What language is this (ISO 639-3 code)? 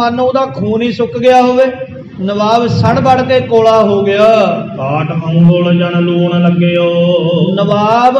pan